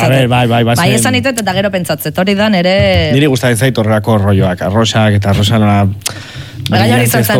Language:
Basque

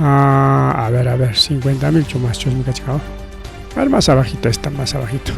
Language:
Ayacucho Quechua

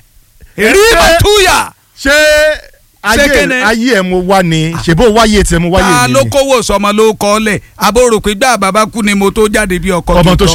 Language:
Yoruba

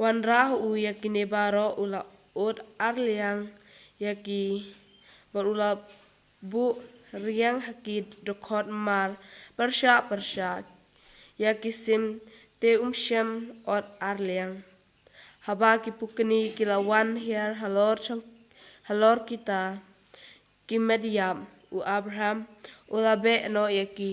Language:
Khasi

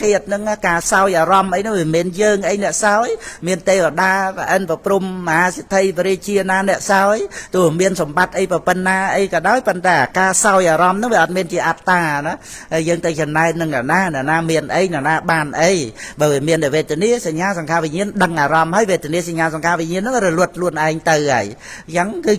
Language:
Khmer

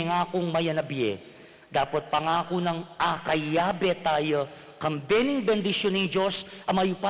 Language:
Pampanga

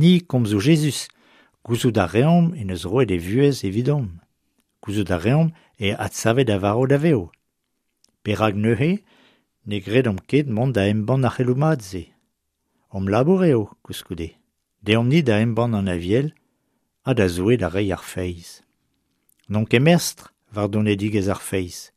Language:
Breton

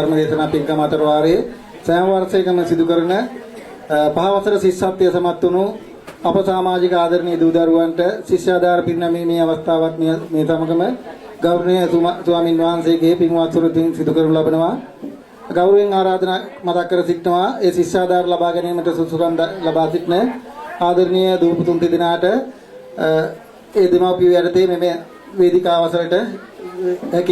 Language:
Sinhala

